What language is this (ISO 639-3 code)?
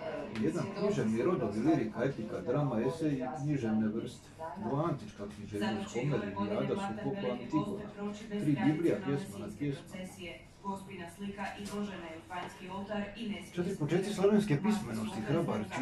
hrv